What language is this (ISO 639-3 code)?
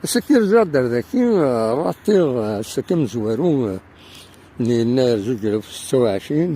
kab